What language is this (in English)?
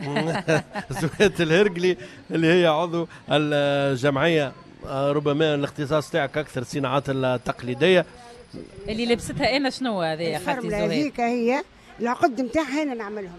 Tunisian Arabic